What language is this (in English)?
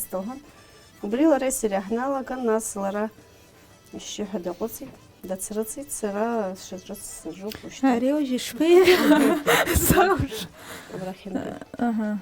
Abkhazian